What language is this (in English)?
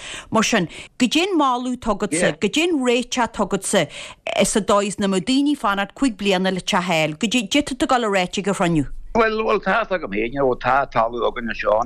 Irish